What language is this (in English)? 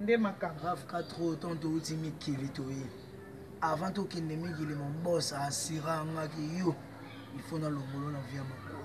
Lingala